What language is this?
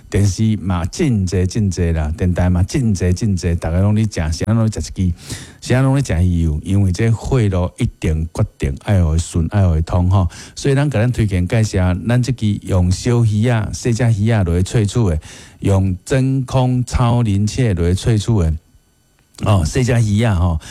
Min Nan Chinese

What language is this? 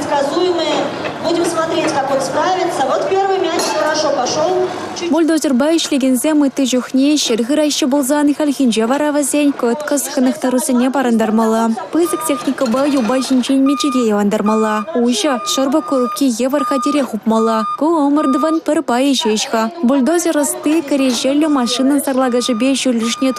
Chuvash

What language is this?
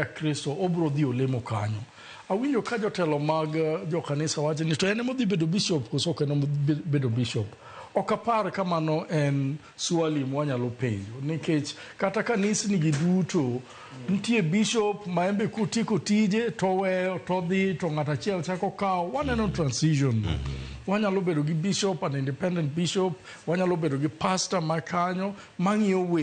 Luo (Kenya and Tanzania)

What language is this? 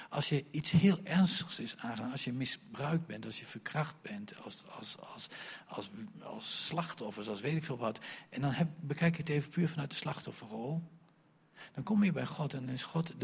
Dutch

